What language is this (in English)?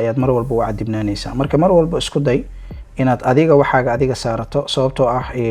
Somali